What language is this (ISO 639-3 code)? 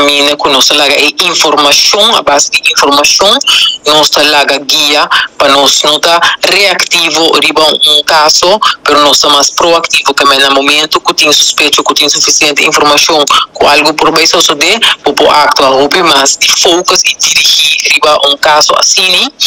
pap